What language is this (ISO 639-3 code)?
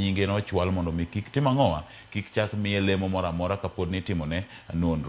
luo